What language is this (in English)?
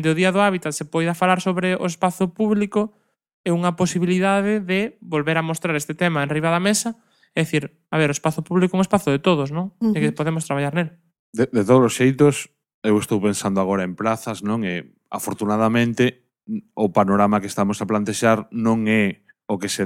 Galician